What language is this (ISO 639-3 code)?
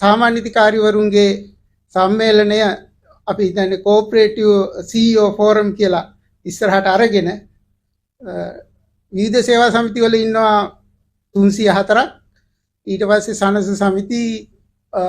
sin